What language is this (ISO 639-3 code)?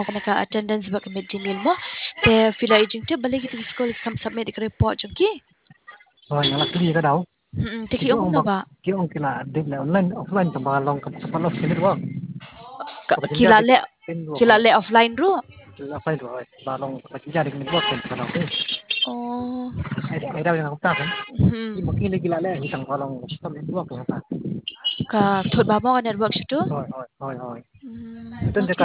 kha